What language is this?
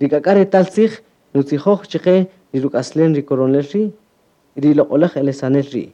Kaqchikel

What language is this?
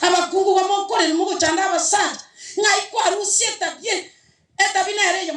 Gusii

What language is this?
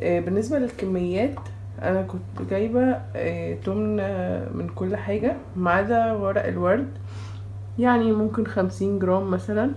Egyptian Arabic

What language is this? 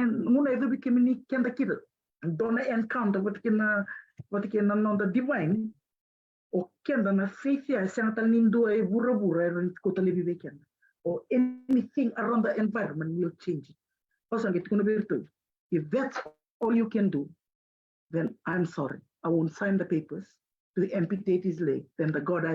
Fijian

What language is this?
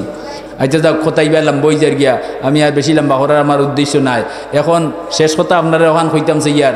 Sylheti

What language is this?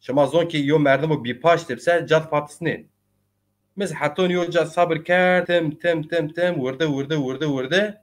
Zaza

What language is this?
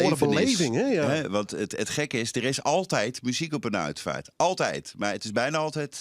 Western Frisian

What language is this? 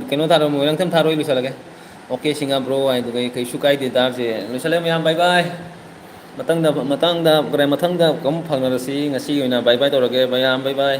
Manipuri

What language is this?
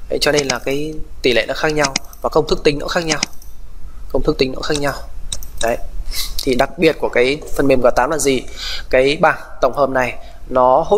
Vietnamese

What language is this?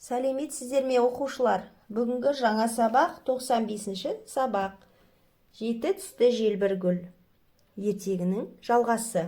Kazakh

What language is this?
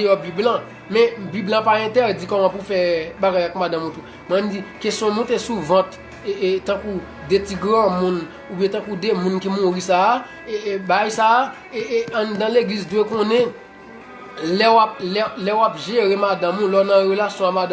Haitian Creole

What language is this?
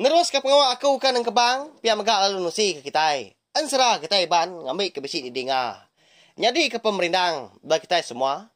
Iban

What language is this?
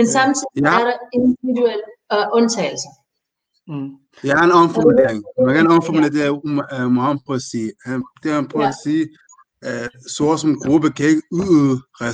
Danish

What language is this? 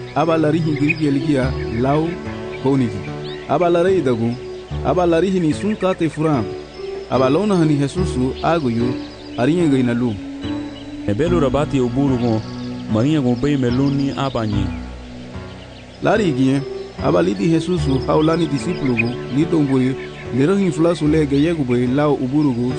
Garifuna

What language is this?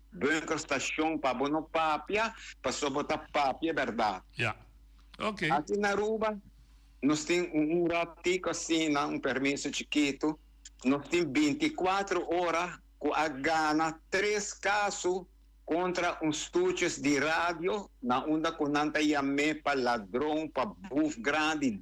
Papiamento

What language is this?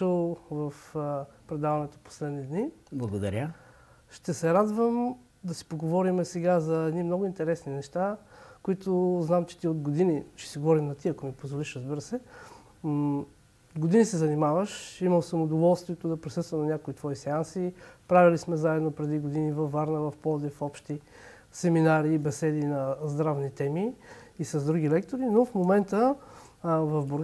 Bulgarian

